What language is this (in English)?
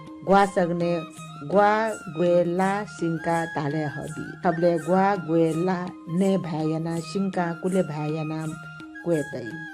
Newari